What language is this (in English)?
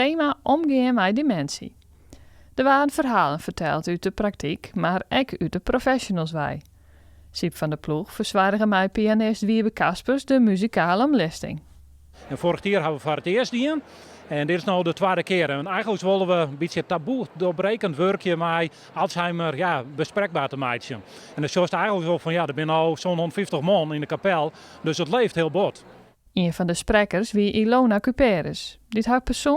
Western Frisian